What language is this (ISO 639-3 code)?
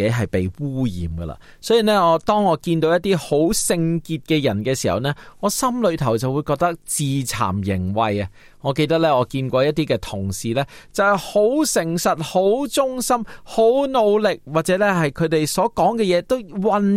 yue